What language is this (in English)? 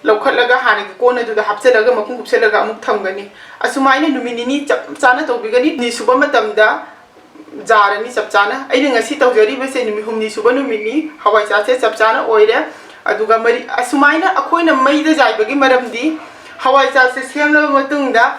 Manipuri